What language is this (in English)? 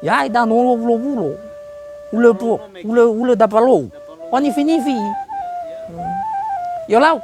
Nias